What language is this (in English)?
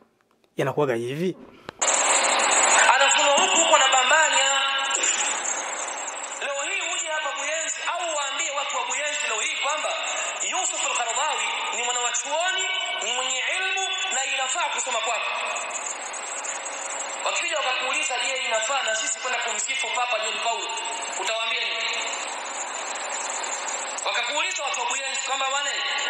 Swahili